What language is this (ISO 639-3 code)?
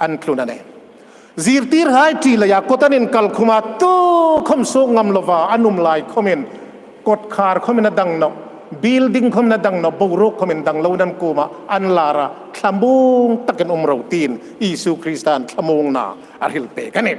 hmr